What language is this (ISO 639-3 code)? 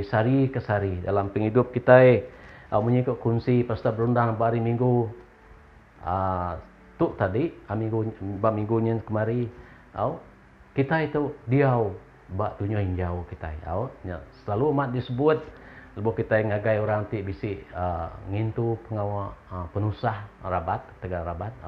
iba